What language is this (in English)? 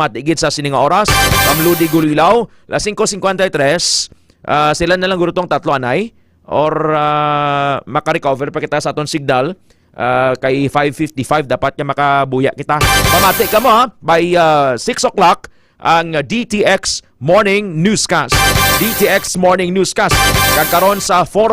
Hiligaynon